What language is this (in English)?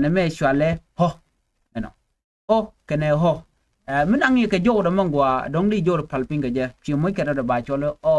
Nuer